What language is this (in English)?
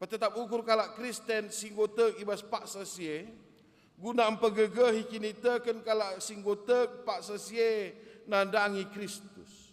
Batak Karo